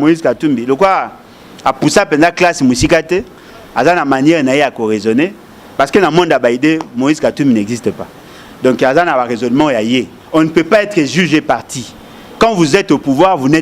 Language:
Lingala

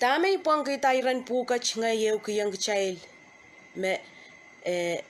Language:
Pohnpeian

